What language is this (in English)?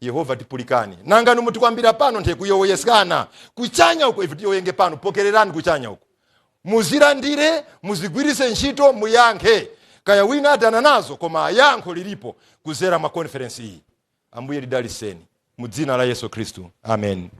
Nyanja